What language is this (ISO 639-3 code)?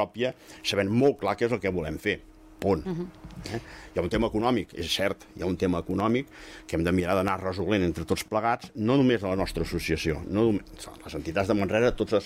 cat